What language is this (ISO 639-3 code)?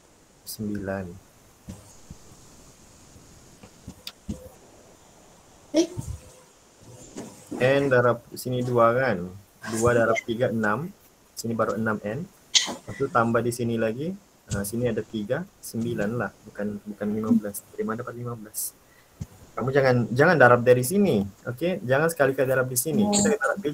msa